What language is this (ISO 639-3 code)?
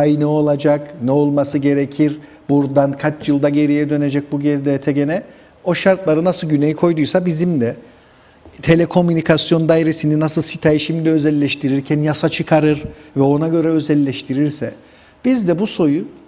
tur